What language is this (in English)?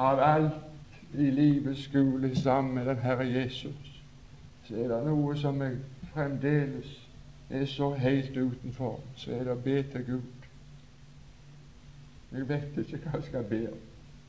Norwegian